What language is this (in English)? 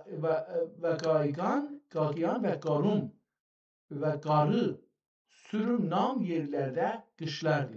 South Azerbaijani